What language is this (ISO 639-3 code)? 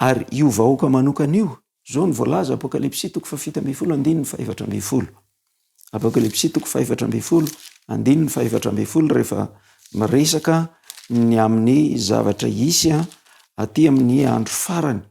mlg